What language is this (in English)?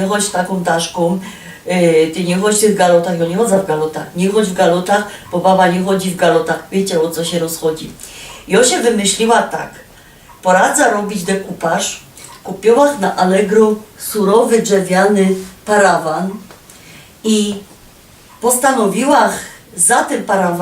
Silesian